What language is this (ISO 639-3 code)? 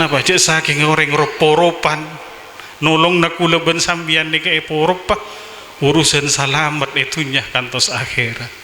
mad